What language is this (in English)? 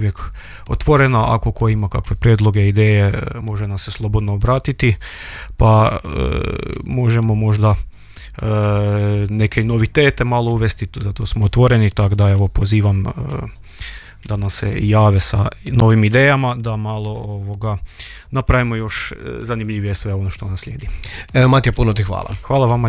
Croatian